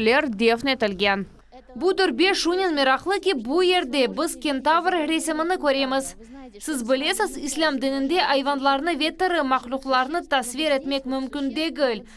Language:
Crimean Tatar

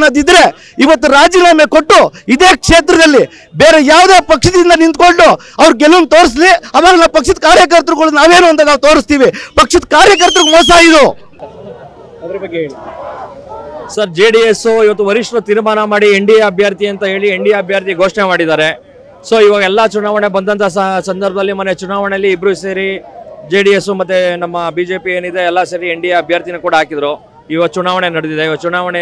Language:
Kannada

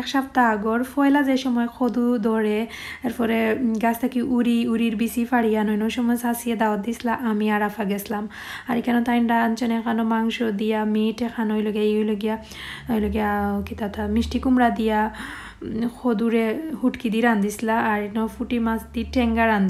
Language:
Sylheti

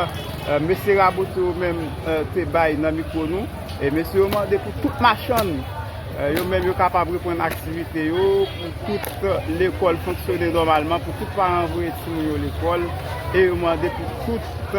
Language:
Haitian Creole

